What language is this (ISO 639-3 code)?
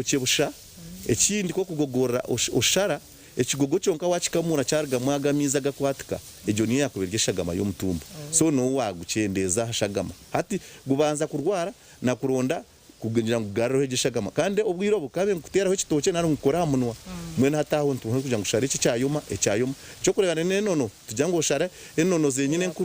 nyn